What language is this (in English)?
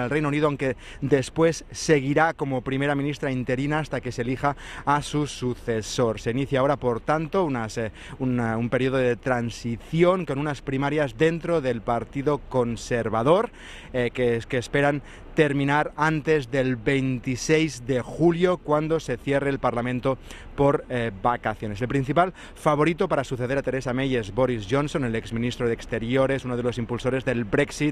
Spanish